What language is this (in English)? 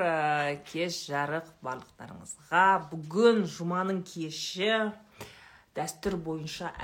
Kazakh